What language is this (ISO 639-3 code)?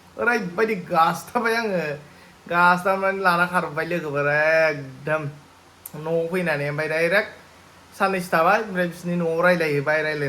brx